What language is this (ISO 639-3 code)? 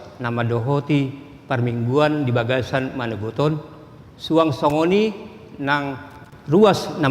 bbc